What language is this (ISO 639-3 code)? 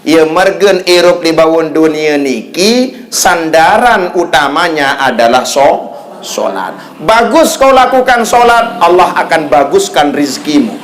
sas